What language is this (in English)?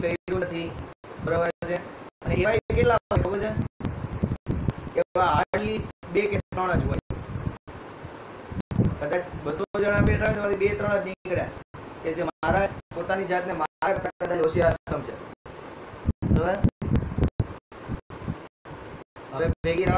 Gujarati